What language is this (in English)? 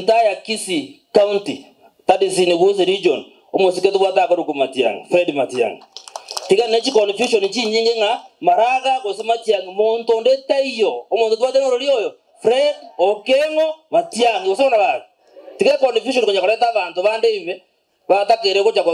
Gusii